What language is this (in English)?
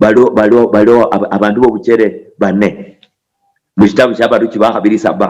Luyia